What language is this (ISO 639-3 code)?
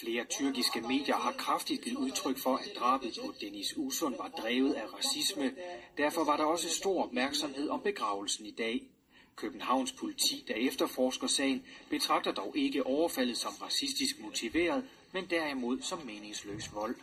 dan